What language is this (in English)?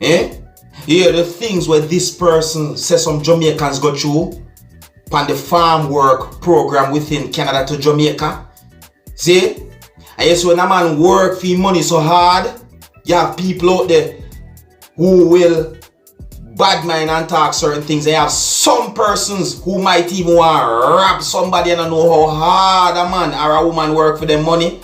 Jamaican Creole English